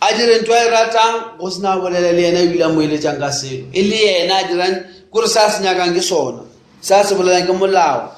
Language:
Northern Sotho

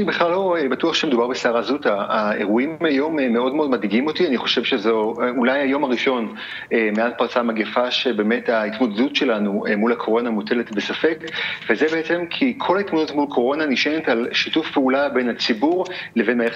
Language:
Hebrew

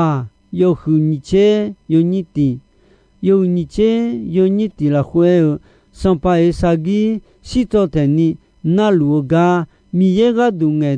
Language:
Akha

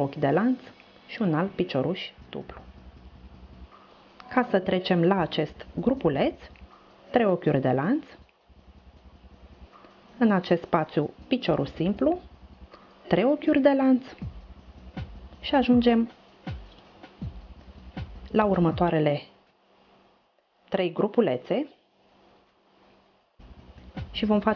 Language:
Romanian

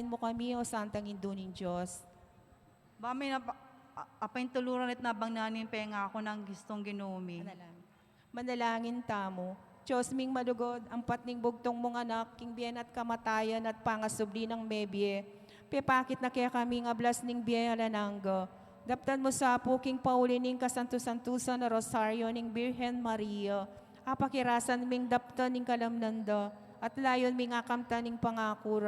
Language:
Pampanga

